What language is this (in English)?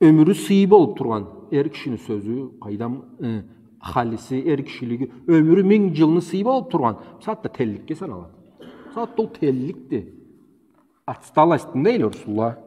Karachay-Balkar